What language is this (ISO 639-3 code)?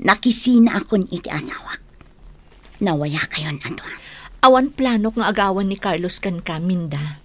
ilo